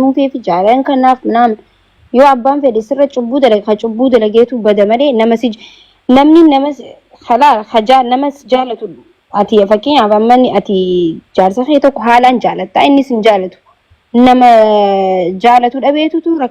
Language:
Oromo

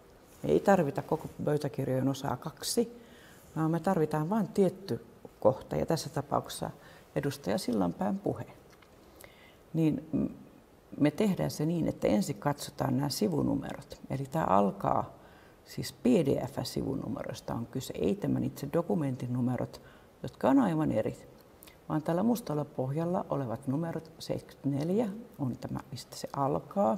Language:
Finnish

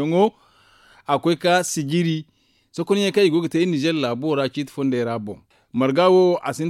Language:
Zarma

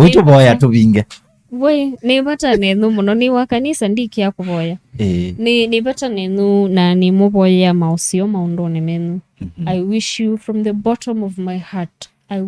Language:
Kamba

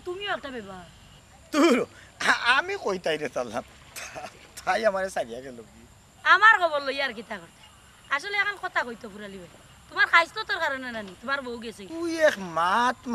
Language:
Sylheti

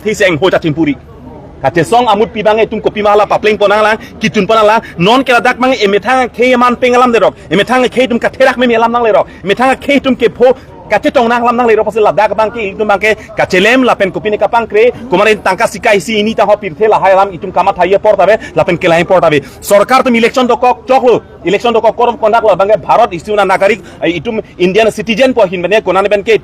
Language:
Karbi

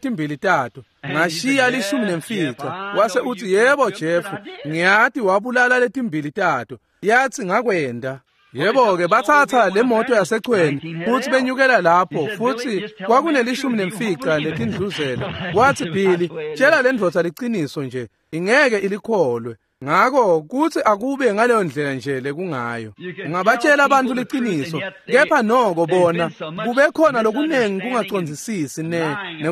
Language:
Swati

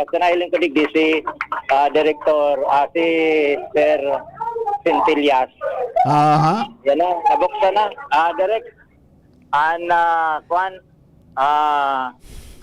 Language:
Bikol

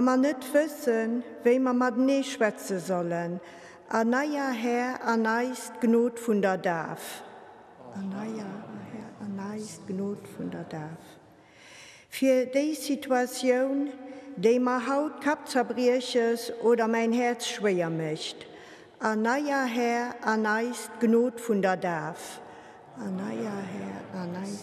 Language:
Luxembourgish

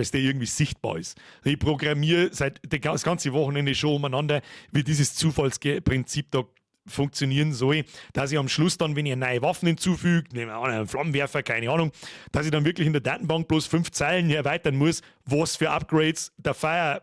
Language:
Bavarian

